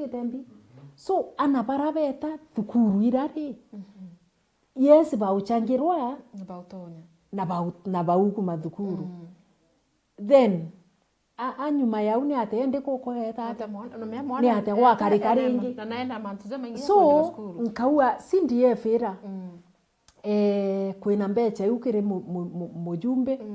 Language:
Meru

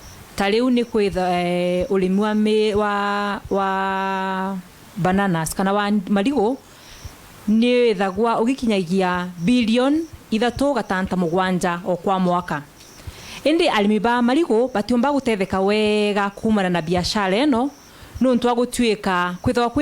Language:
Meru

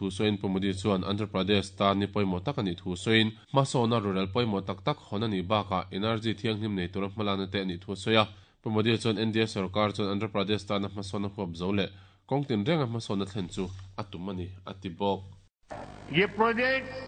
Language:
Mizo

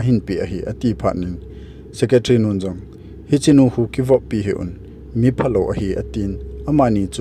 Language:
Thado Chin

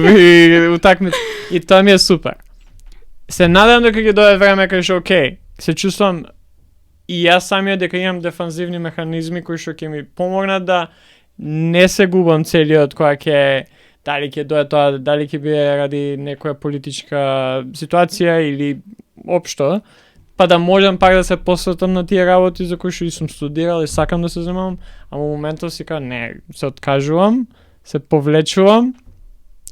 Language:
Macedonian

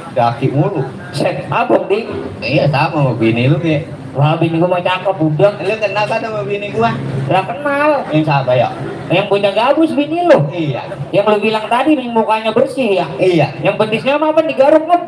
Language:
Betawi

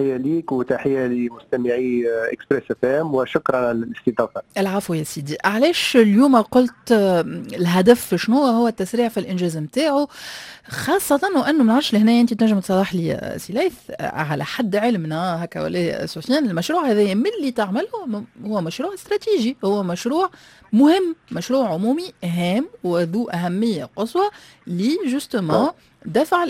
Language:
Tunisian Arabic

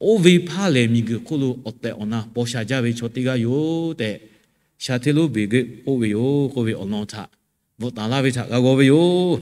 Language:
Lahu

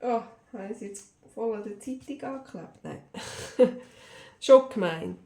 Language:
Swiss German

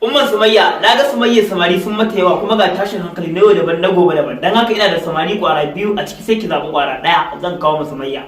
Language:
Hausa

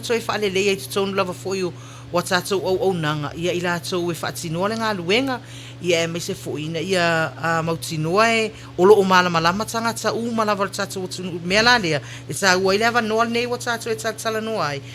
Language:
Samoan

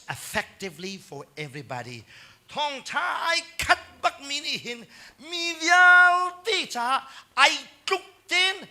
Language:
Hakha Chin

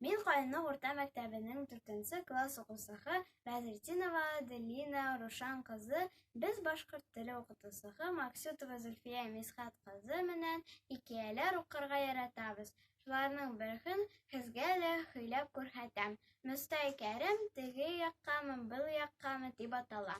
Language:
Bashkir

